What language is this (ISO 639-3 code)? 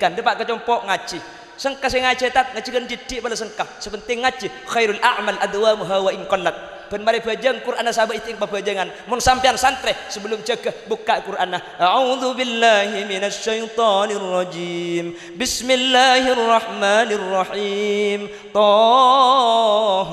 mad